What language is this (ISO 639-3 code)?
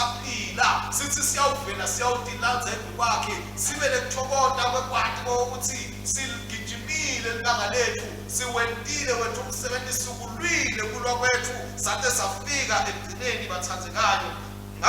ssw